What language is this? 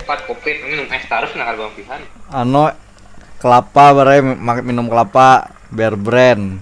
Banjar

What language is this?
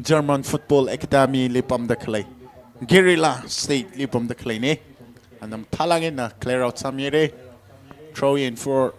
Tangkhul Naga (India)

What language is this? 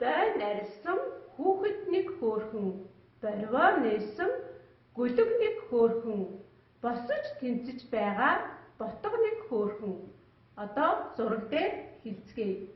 Mongolian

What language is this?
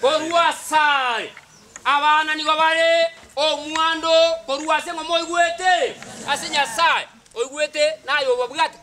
Gusii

